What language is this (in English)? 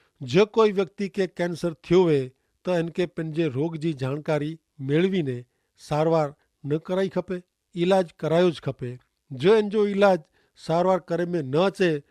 Kachhi